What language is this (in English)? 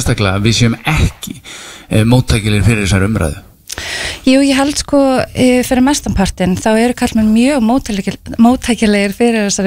Icelandic